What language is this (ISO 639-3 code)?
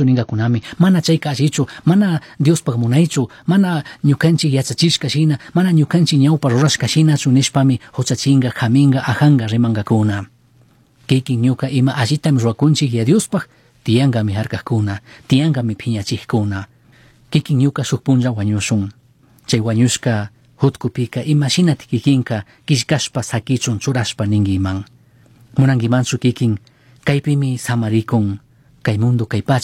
qug